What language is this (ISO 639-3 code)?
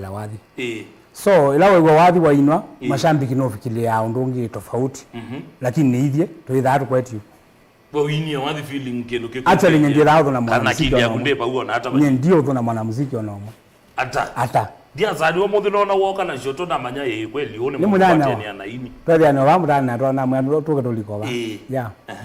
kam